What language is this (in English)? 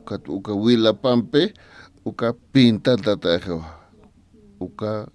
Aymara